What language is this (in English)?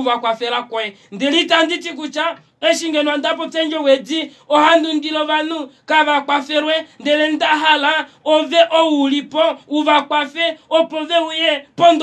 Kuanyama